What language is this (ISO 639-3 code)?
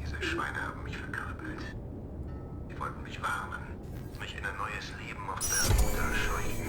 bar